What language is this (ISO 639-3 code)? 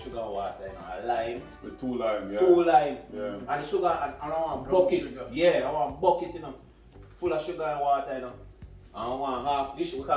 jam